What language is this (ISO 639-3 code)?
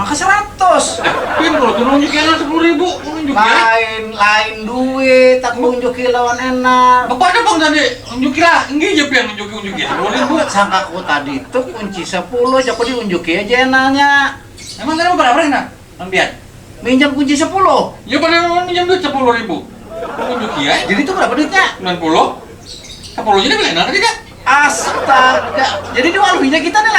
bjn